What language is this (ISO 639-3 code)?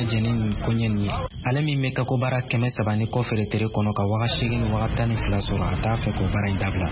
bam